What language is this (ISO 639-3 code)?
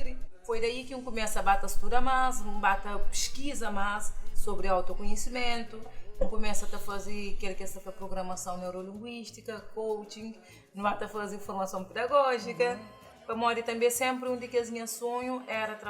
kea